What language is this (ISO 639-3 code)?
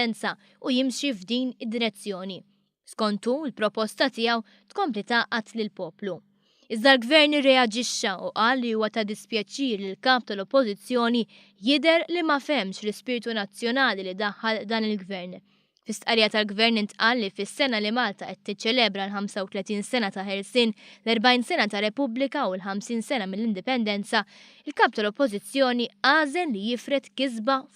mlt